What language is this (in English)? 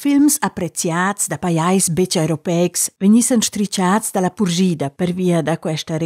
Romansh